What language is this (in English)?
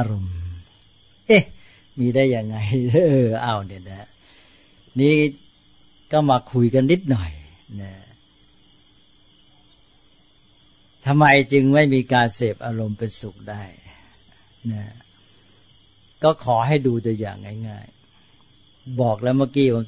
Thai